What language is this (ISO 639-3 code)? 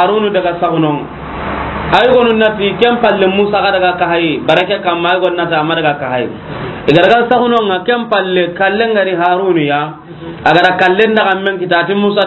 snk